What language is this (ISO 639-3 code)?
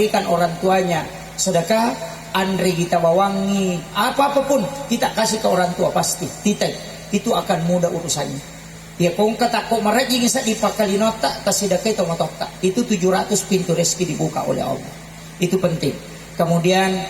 bug